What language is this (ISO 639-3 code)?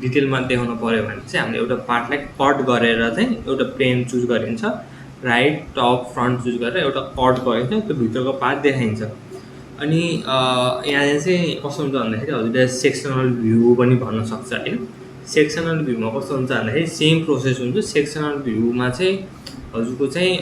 nep